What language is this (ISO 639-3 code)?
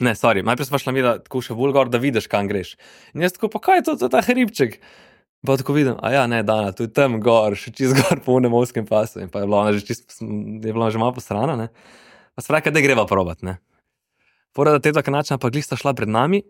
slv